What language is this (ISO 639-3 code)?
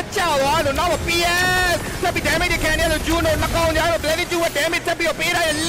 mya